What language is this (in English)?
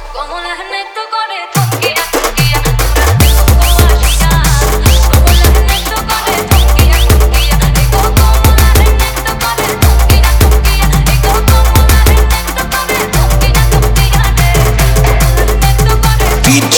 Bangla